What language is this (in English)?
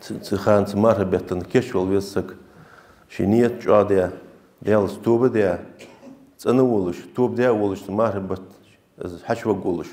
Ingush